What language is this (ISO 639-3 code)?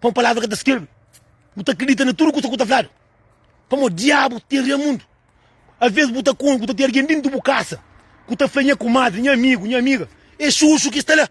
kea